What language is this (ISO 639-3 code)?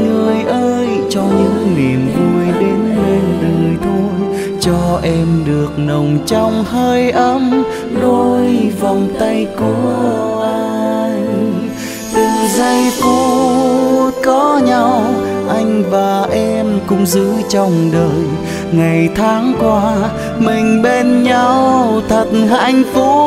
vie